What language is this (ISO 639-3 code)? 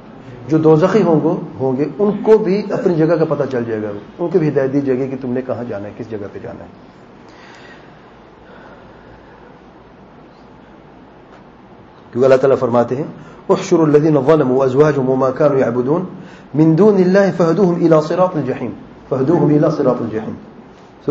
urd